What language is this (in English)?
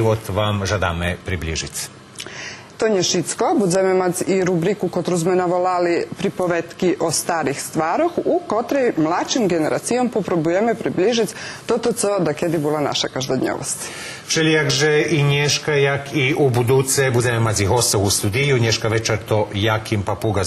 Rusyn